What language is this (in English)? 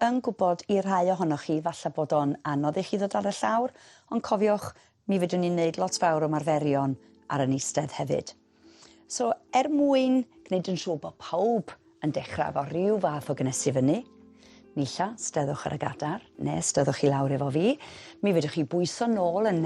Welsh